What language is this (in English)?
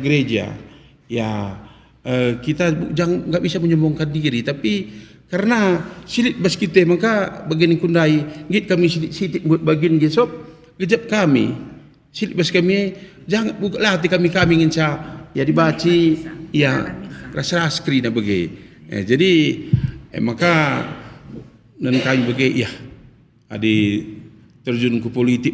Batak Karo